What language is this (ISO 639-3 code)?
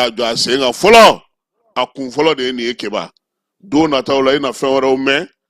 bam